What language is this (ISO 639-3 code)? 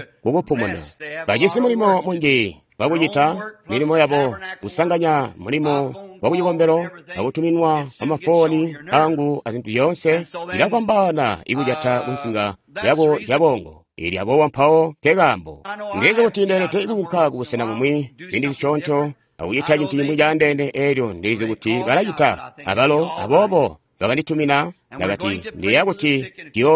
toi